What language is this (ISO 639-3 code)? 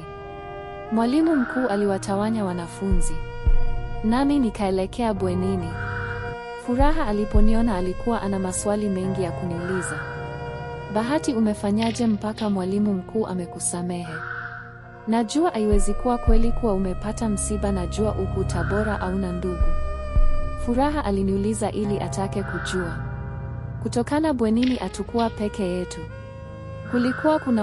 swa